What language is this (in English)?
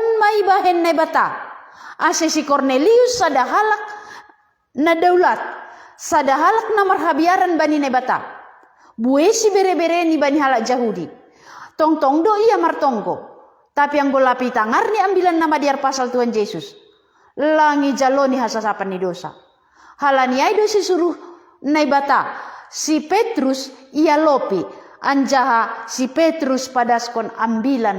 Batak Simalungun